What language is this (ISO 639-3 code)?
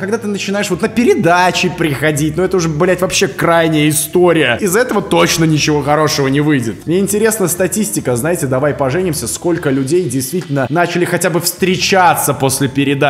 rus